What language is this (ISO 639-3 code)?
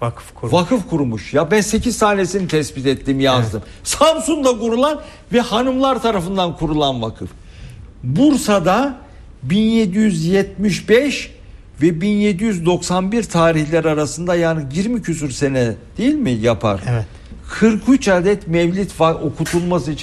tur